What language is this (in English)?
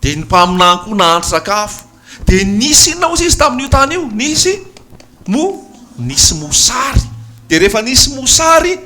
Malagasy